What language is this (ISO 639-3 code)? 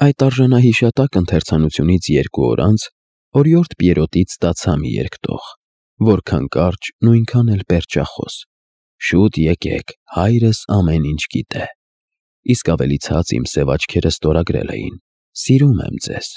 hye